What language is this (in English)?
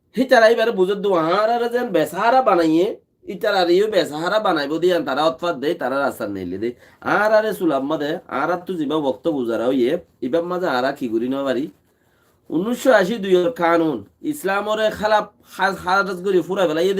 Rohingya